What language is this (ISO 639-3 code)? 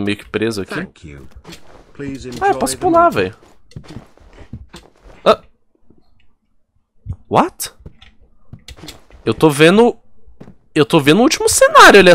por